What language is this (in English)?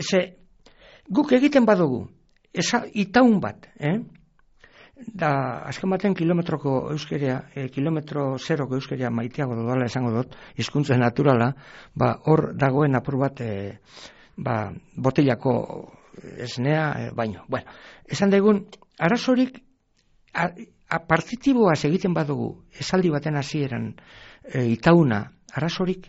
Basque